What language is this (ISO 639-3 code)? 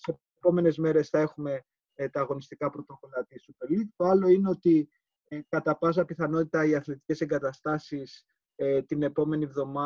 ell